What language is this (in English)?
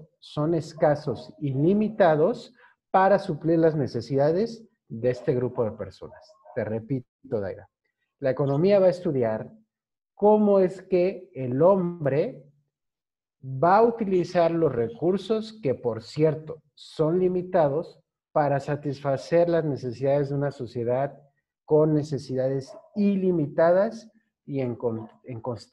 Spanish